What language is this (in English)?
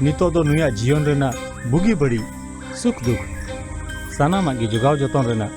Santali